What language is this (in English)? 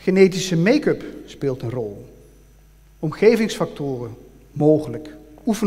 Dutch